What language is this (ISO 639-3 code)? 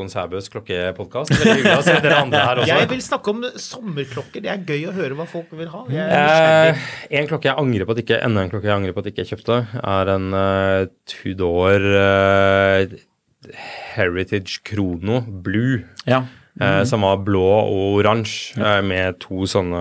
nor